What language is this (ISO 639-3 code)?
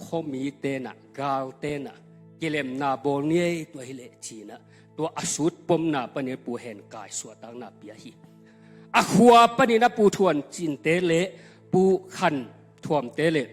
ctd